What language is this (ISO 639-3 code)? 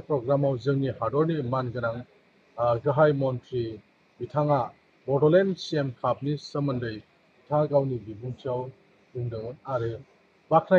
brx